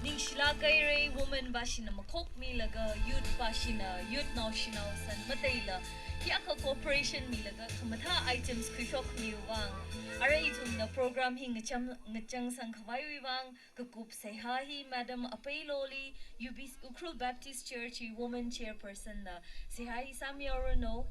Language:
Tangkhul Naga (India)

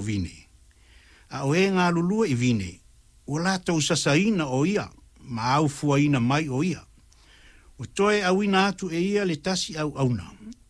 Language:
Samoan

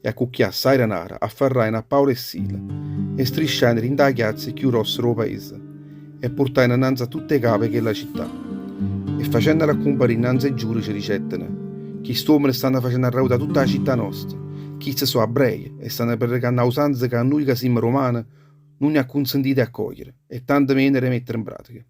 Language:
Neapolitan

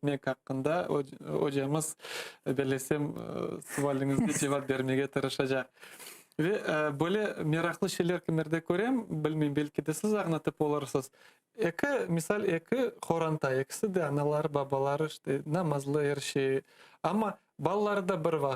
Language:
Crimean Tatar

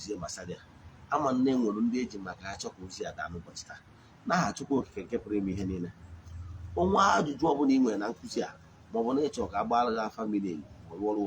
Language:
Igbo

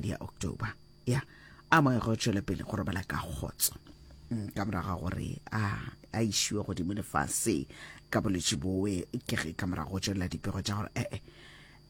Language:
Northern Sotho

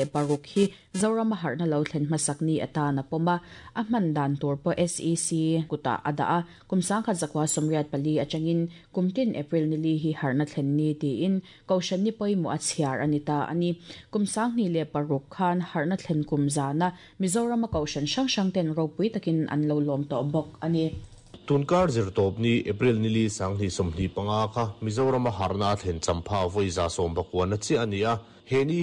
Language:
Mizo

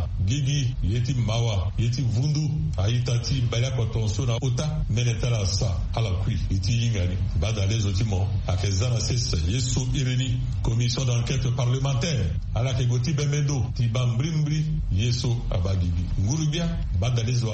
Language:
Sango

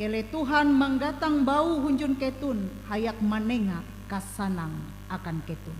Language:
Ngaju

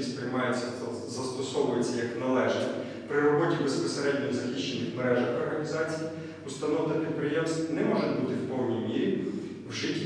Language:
Ukrainian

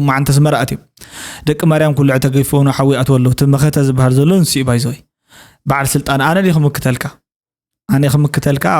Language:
Tigrinya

